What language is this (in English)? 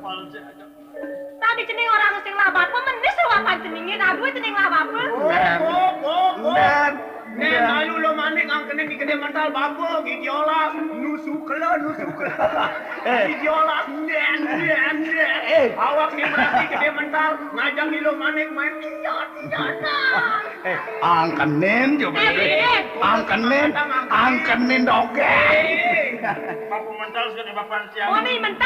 Balinese